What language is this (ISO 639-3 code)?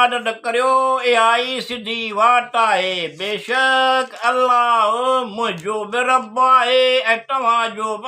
snd